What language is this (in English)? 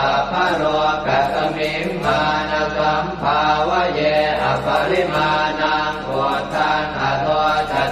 Pali